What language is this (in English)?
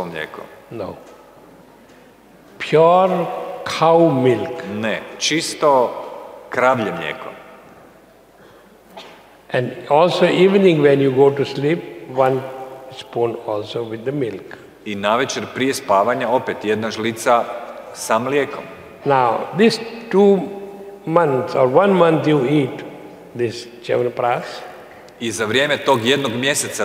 Croatian